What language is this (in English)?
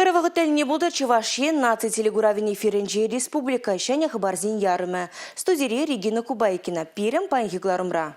Chuvash